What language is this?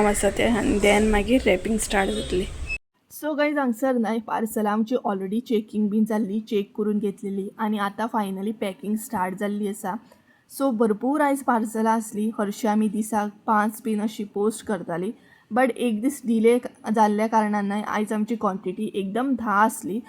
Konkani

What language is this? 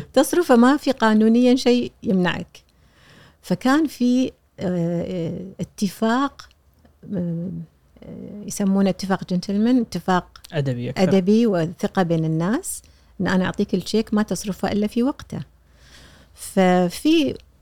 Gulf Arabic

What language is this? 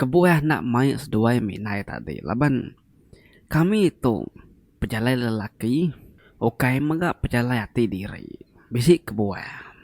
Iban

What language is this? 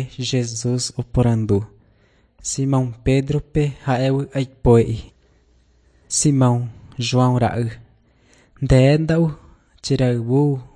Guarani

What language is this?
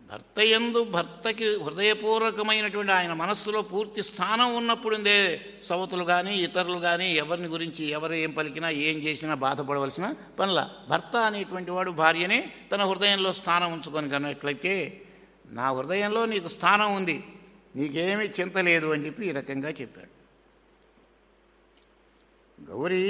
Telugu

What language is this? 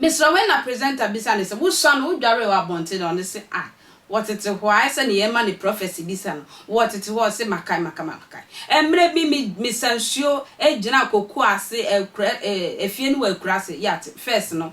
Akan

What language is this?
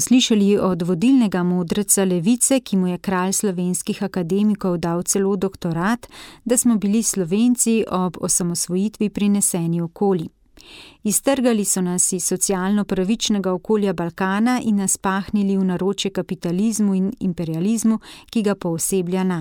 Slovenian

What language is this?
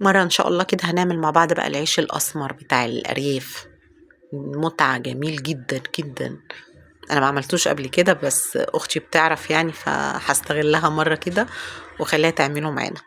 Egyptian Arabic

